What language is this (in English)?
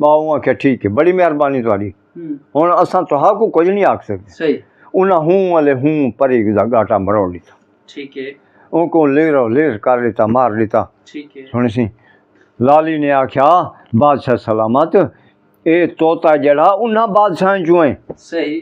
Saraiki